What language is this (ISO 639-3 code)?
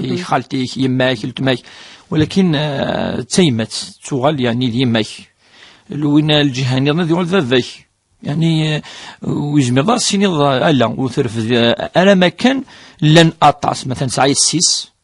kab